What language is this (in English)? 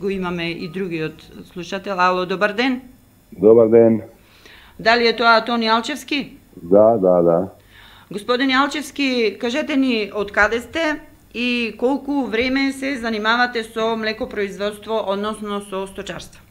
Macedonian